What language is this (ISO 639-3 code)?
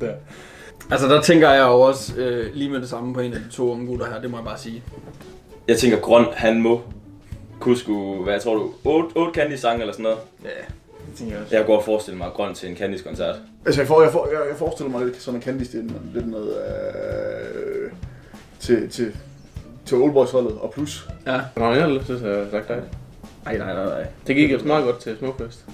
dan